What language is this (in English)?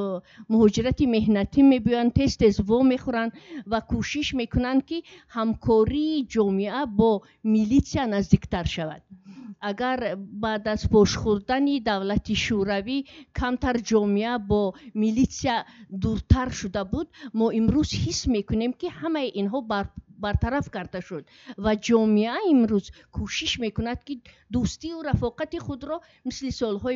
Tajik